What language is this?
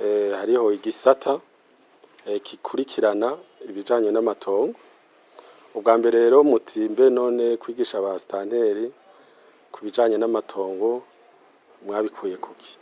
Rundi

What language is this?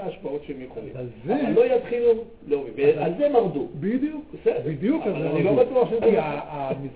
Hebrew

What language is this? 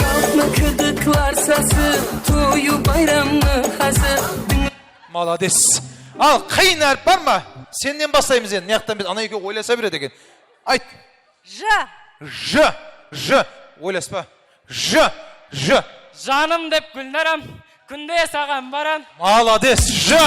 Kara-Kalpak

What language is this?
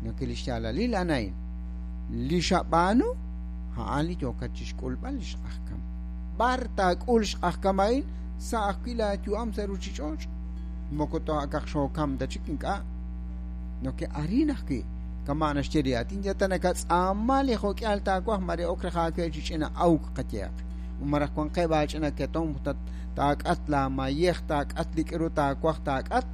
Kekchí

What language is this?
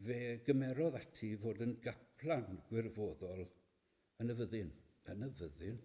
Welsh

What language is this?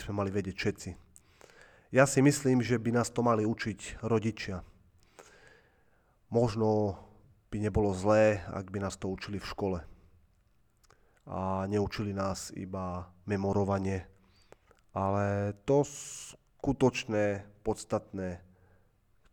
Slovak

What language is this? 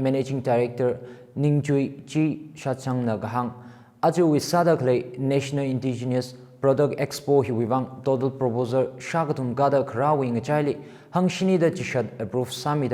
Tangkhul Naga (India)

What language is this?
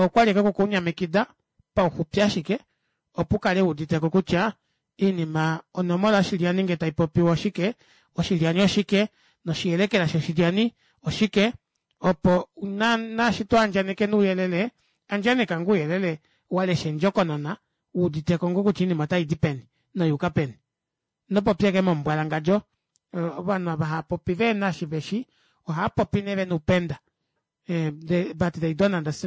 Kuanyama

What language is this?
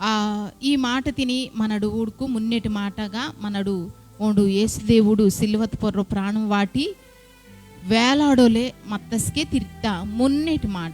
Koya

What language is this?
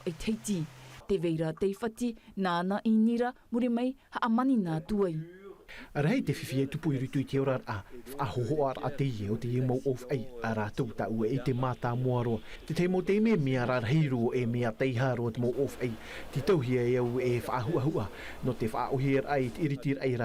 Tahitian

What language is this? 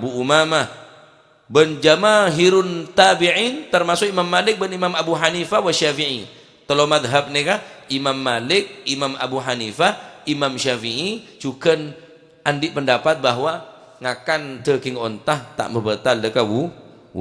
Madurese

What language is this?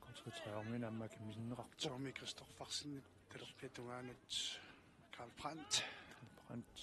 Kalaallisut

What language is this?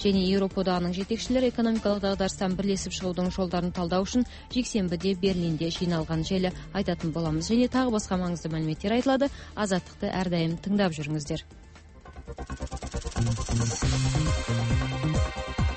Kazakh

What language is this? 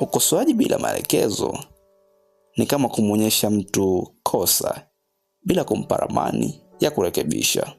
Swahili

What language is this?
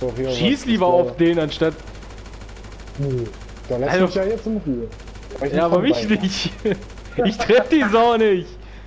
German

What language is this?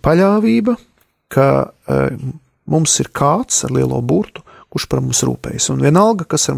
Latvian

